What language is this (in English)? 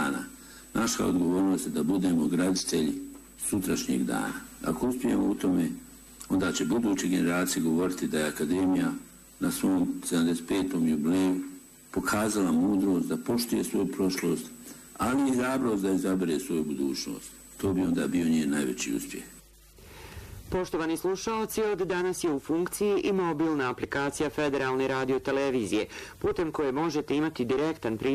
Bosnian